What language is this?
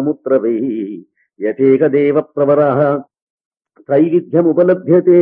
Sanskrit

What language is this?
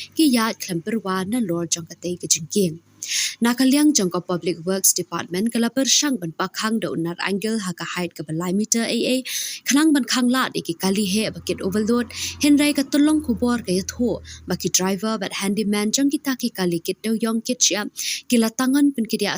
Khasi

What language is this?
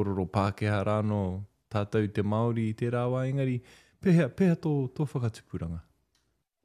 Māori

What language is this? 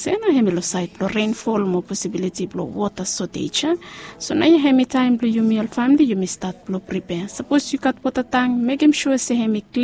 Bislama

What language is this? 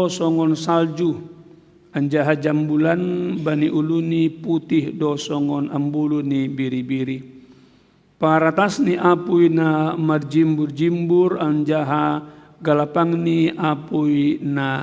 Batak Simalungun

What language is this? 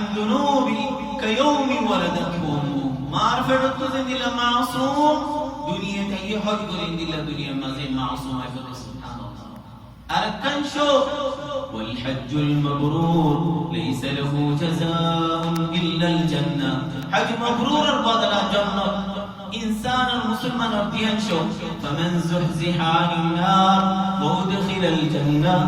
Rohingya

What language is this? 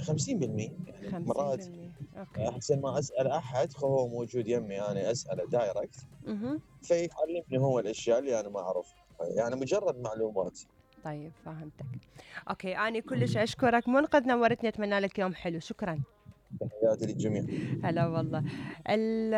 Mesopotamian Arabic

